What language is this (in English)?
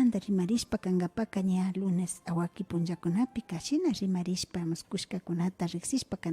Imbabura Highland Quichua